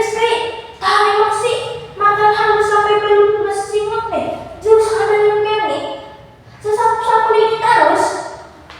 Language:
Banjar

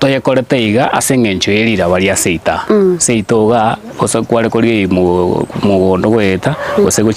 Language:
Gusii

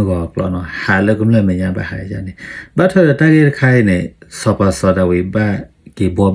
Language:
S'gaw Karen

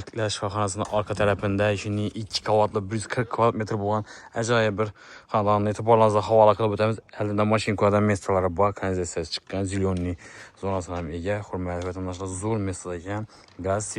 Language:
Uzbek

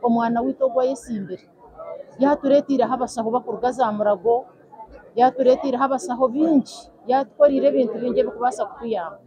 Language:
Nyankole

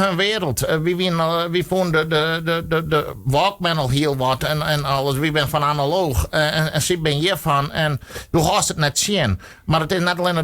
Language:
Western Frisian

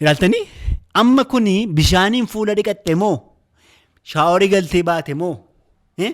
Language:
Oromo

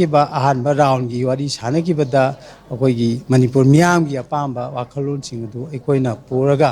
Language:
Manipuri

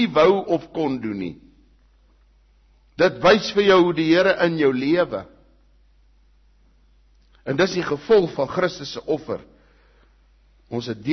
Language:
Afrikaans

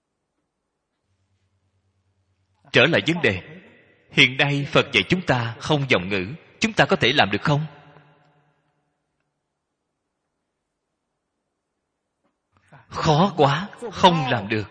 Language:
Vietnamese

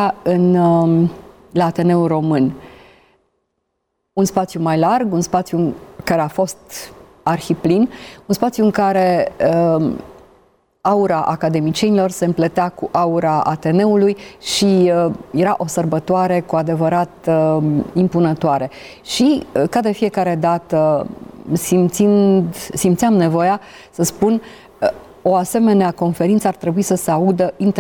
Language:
Romanian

